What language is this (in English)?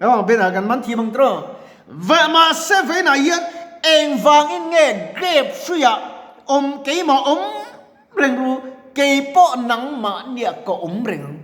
Mizo